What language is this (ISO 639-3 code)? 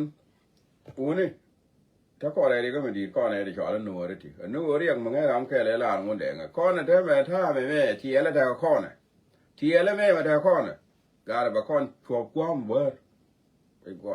nus